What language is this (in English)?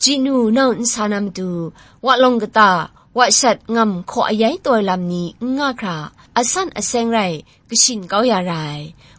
Kachin